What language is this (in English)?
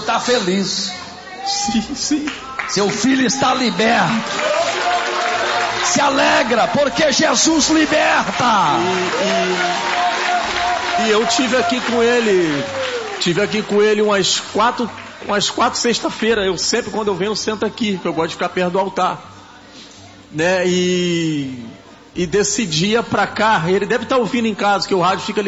Portuguese